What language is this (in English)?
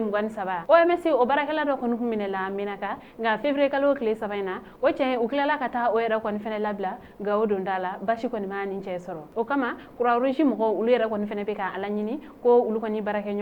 Bambara